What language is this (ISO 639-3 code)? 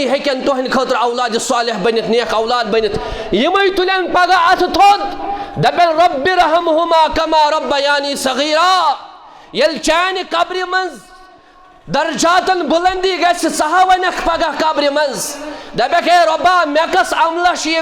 kas